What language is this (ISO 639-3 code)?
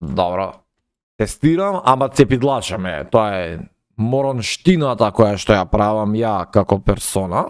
mkd